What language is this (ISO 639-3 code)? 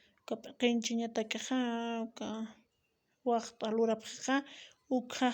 aym